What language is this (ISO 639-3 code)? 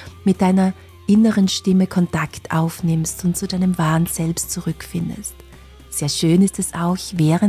deu